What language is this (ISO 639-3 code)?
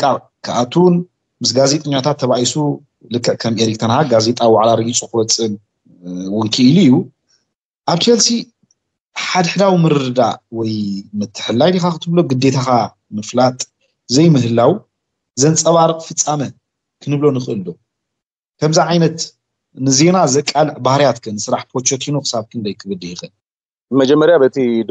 tir